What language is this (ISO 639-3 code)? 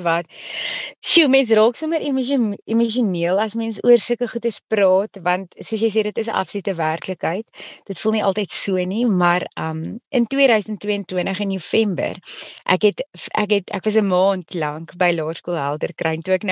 afr